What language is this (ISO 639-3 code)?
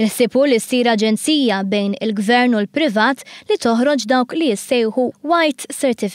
mlt